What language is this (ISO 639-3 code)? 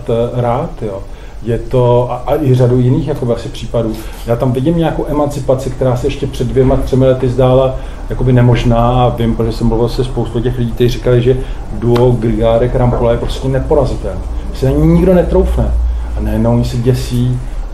ces